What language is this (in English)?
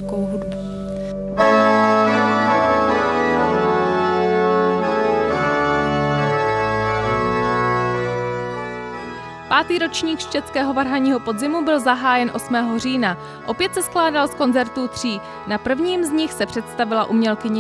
Czech